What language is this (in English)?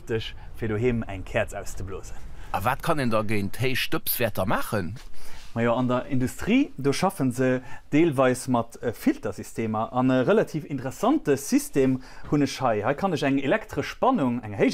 Luxembourgish